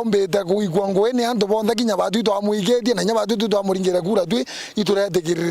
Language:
Meru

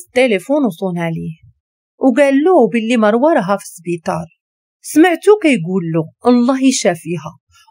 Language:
Moroccan Arabic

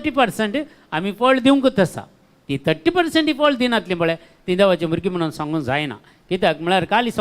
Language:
Konkani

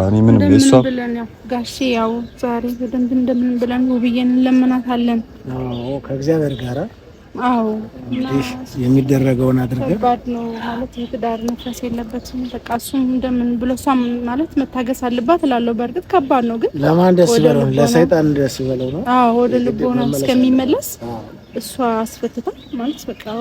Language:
Amharic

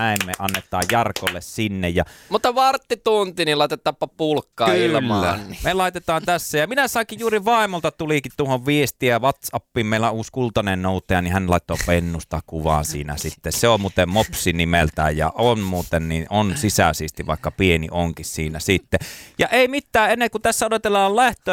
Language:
Finnish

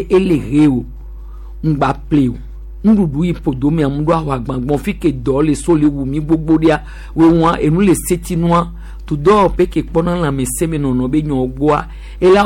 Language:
Gen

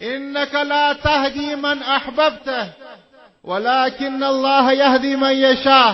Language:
Pashto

